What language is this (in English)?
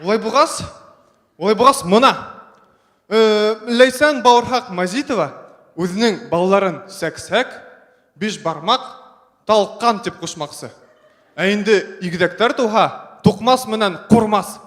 Bashkir